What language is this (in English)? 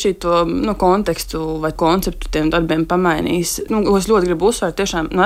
Latvian